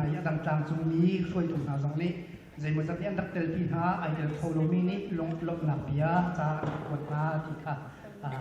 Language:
Hakha Chin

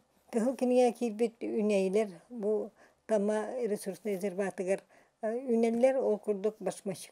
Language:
Yakut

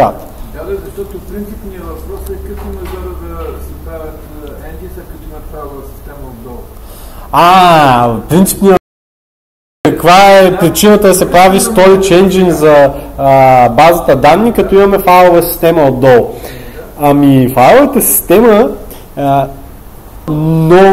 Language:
Bulgarian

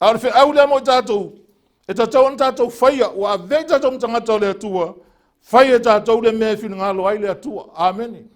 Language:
Samoan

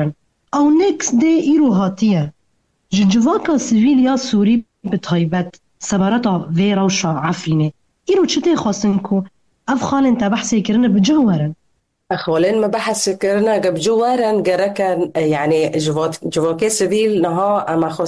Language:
Kurdish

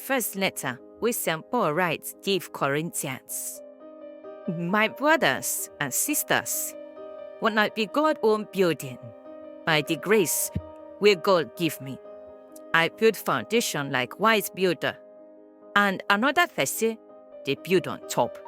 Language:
Nigerian Pidgin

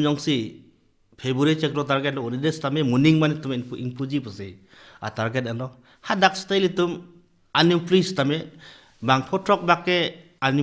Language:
Karbi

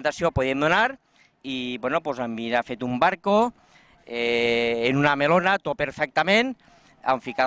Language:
Catalan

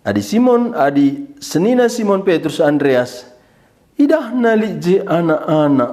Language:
Batak Karo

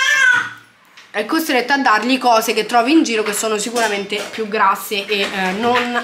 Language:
Italian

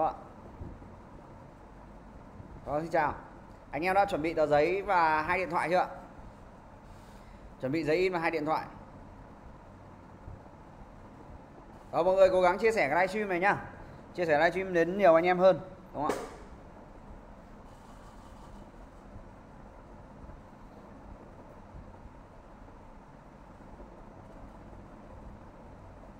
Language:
Vietnamese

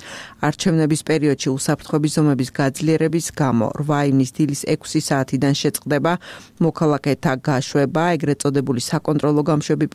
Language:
Georgian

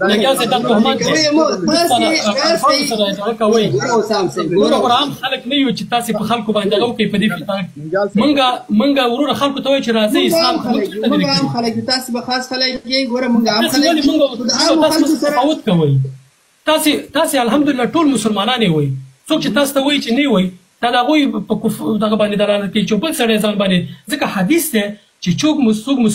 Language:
Pashto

